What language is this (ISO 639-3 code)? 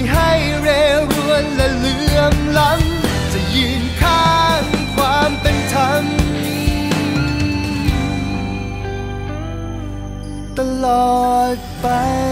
tha